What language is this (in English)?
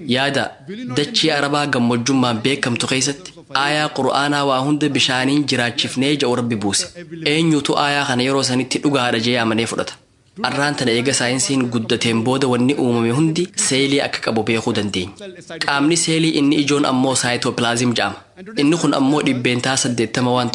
Oromo